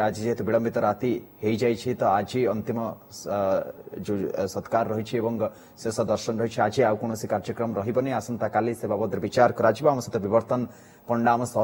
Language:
Odia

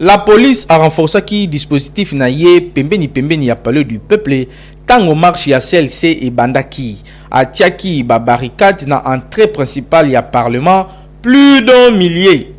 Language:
Lingala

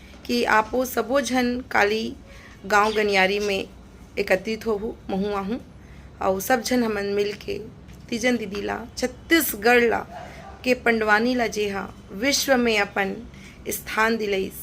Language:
Chhattisgarhi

